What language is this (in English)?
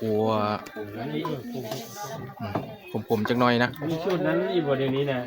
Northeastern Thai